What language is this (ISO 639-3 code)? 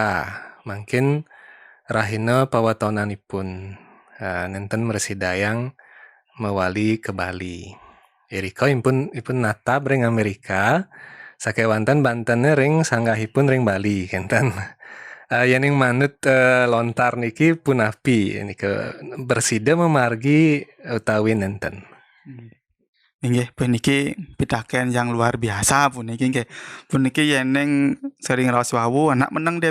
ban